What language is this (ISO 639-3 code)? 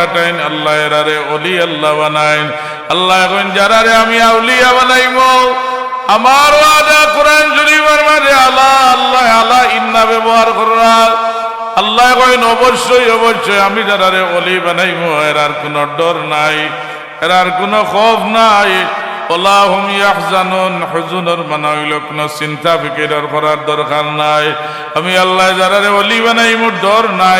syl